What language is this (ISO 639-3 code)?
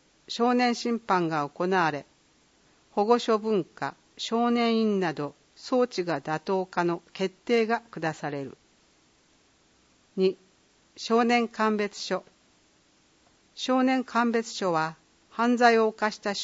jpn